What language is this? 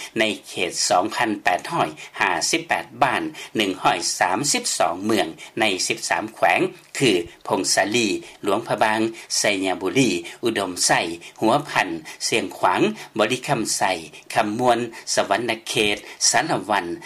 Lao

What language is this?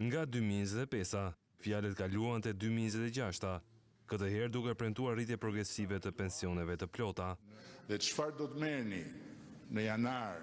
Albanian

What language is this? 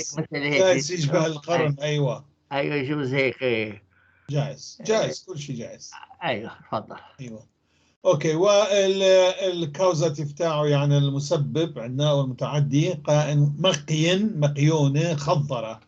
North Levantine Arabic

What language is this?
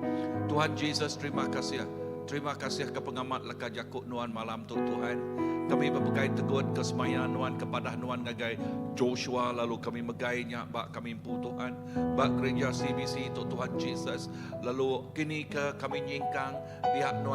Iban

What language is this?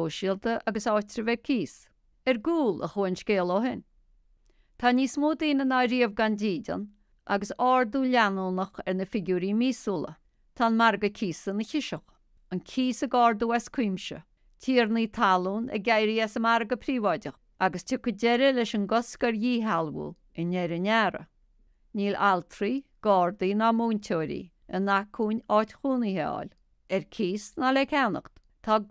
Irish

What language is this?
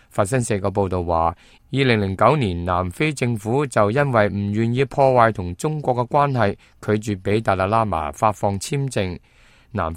Cantonese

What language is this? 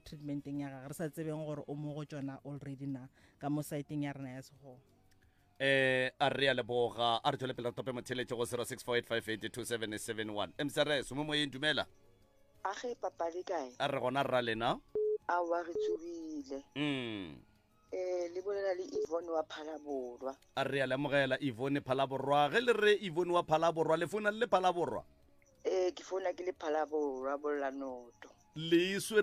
Northern Sotho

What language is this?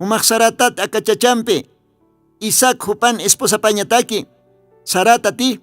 Aymara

